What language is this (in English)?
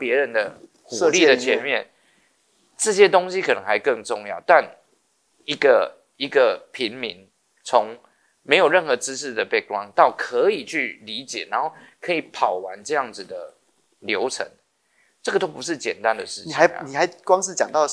Chinese